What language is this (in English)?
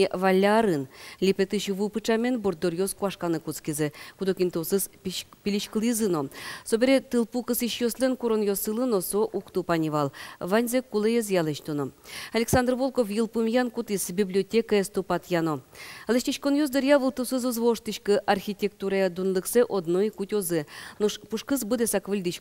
Udmurt